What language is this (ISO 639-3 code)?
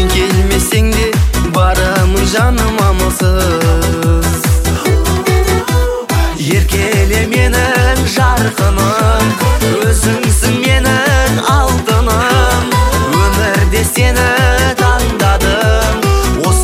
kaz